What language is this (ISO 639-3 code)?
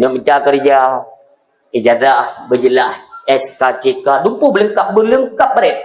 ace